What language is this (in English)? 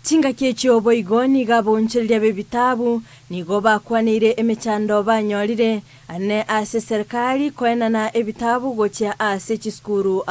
Gusii